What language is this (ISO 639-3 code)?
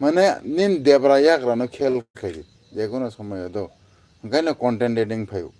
trp